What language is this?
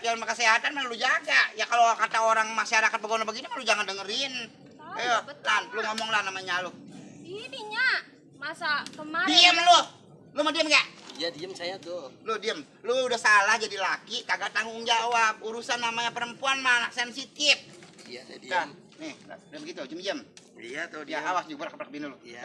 Betawi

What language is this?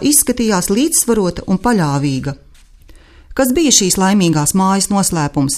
Latvian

